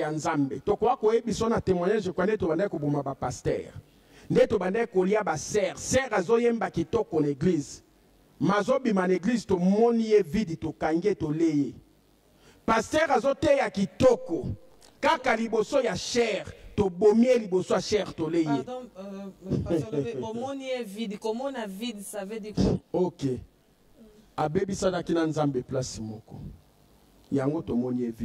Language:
Lingala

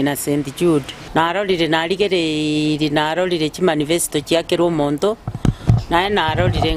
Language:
Gusii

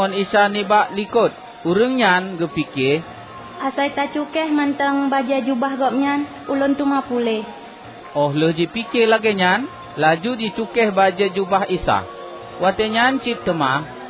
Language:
Achinese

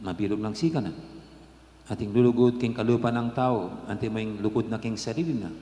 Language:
Pampanga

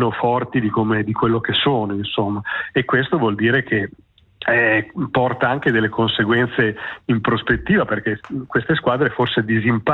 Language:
Italian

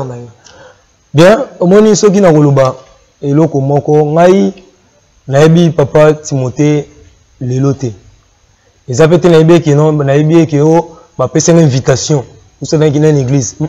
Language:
Lingala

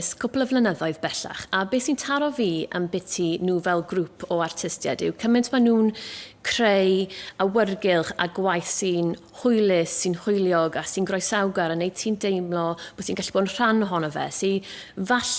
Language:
Welsh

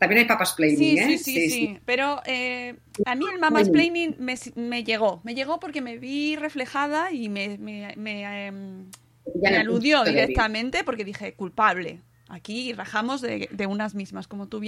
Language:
Spanish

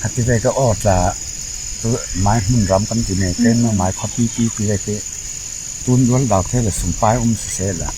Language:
Falam Chin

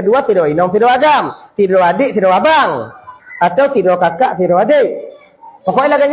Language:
Achinese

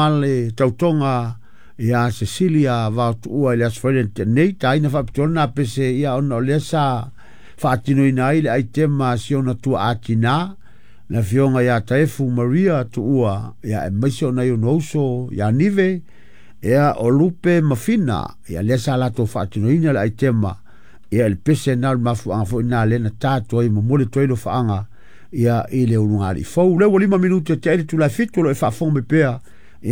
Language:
Samoan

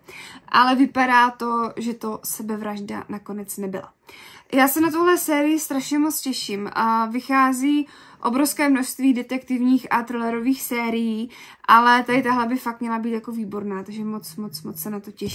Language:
Czech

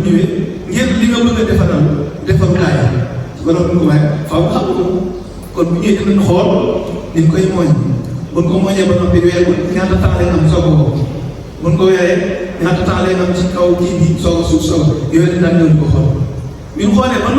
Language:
Wolof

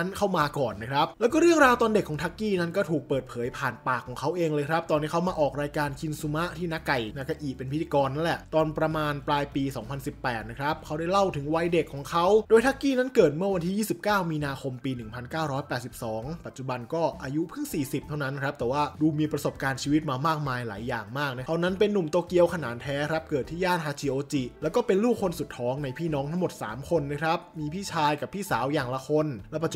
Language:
Thai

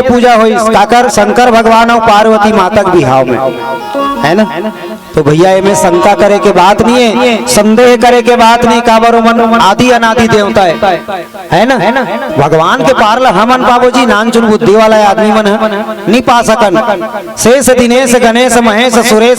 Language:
Chhattisgarhi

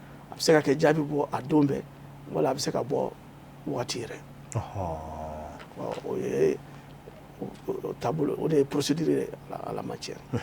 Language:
Bambara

